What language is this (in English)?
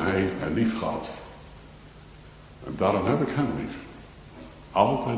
Dutch